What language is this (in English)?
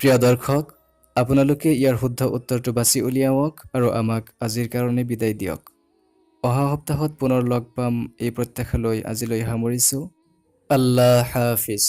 Assamese